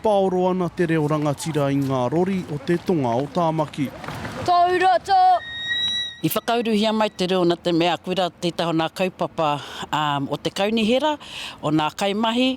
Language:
Māori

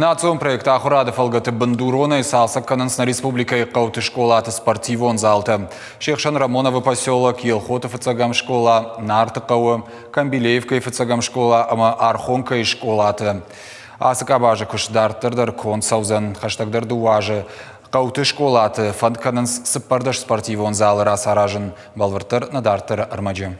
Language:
Ossetic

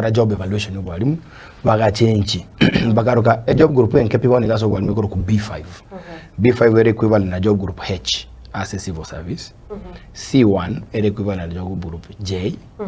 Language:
Gusii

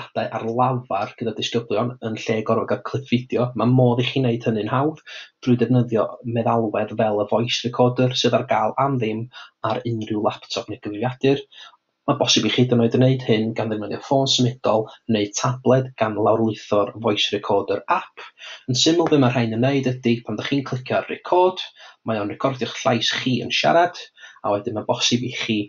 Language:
Welsh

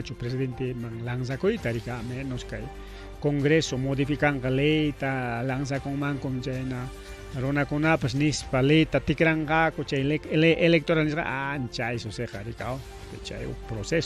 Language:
Ayacucho Quechua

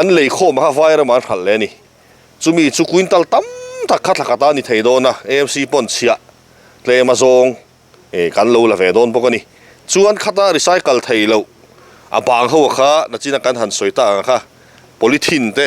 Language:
Mizo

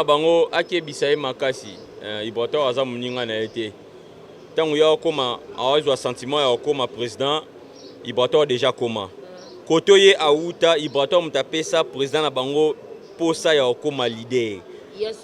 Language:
Lingala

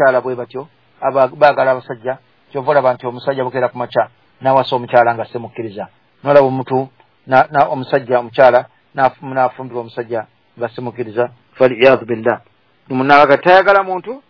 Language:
Ganda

